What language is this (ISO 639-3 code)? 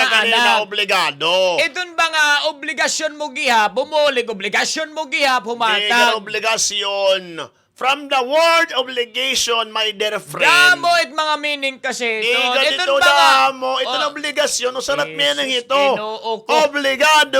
war